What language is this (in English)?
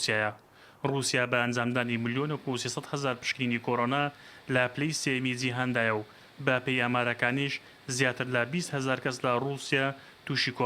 Central Kurdish